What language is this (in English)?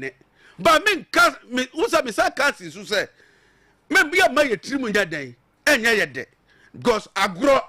Akan